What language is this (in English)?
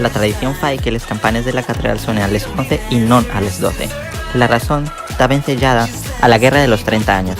Asturian